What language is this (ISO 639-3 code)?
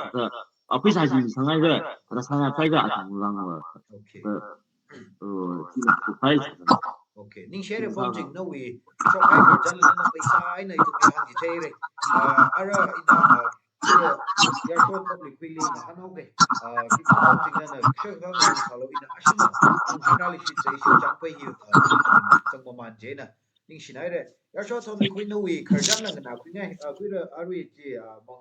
nmf